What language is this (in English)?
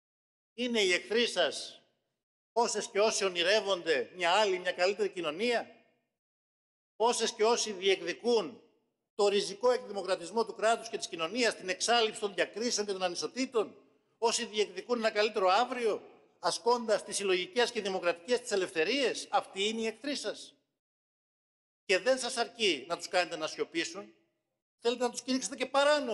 Greek